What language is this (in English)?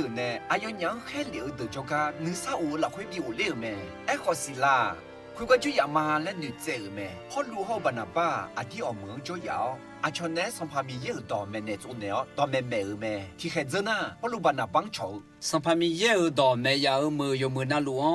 Akha